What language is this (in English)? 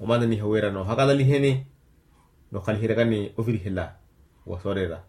Makhuwa